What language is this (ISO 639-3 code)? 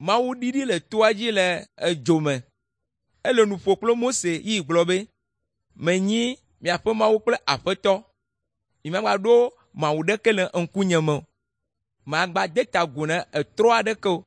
ewe